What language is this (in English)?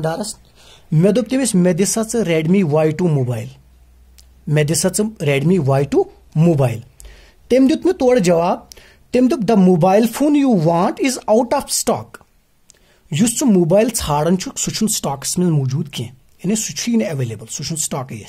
Kashmiri